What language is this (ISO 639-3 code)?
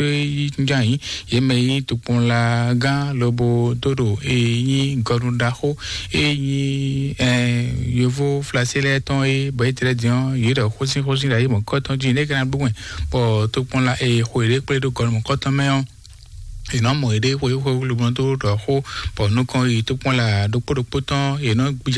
fon